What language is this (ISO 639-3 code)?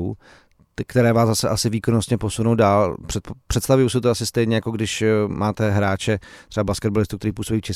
ces